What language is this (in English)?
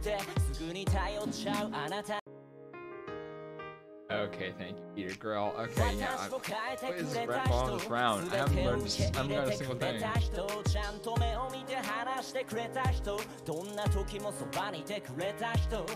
English